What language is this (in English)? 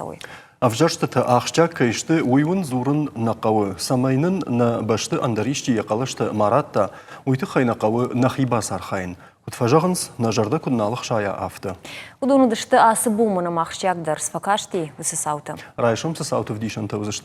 Ossetic